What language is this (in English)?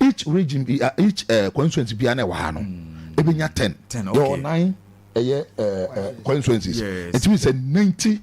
Akan